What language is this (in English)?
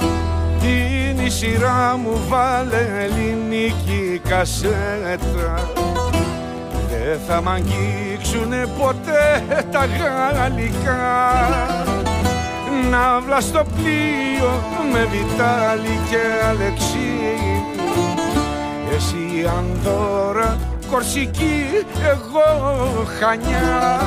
Greek